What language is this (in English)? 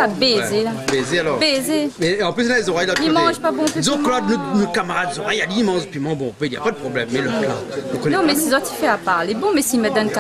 Réunion Creole French